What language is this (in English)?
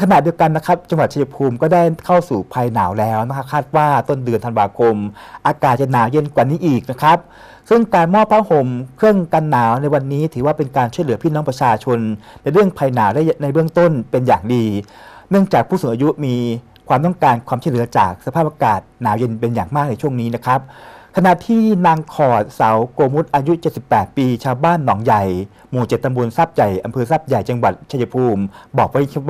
Thai